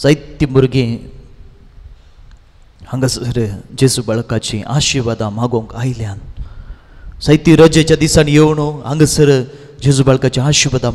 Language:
Konkani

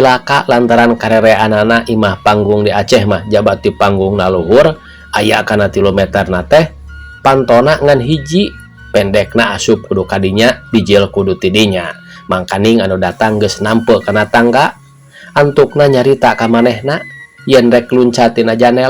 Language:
Sundanese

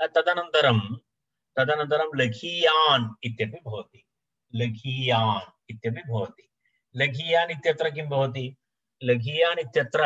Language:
Sanskrit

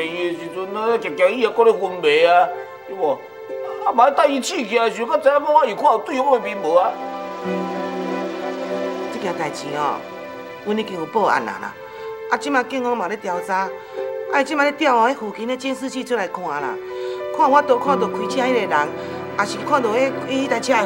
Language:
Min Nan Chinese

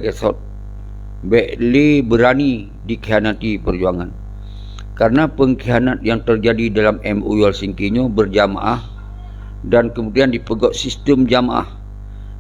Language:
Achinese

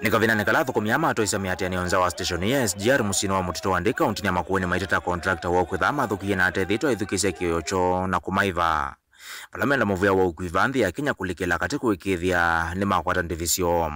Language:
Kamba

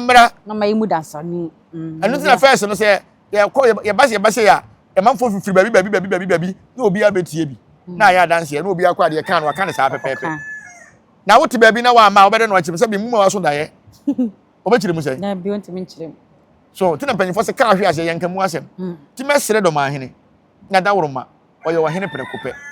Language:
Akan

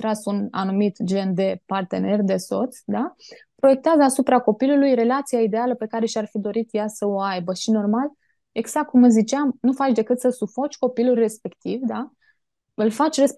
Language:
Romanian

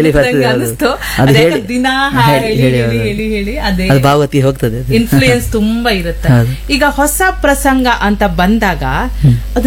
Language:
Kannada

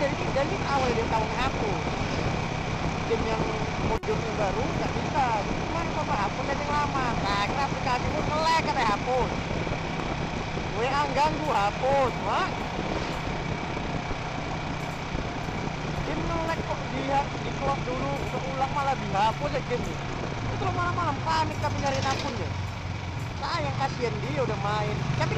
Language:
Indonesian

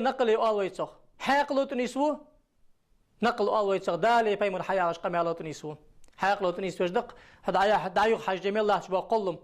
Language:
Ingush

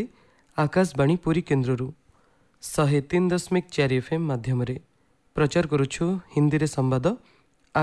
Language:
Odia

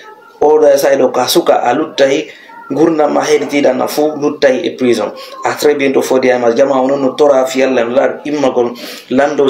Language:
Fula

